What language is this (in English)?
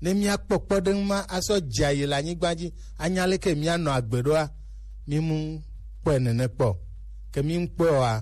Gen